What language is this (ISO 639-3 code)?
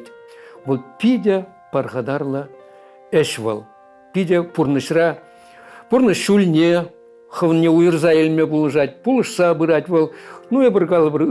chv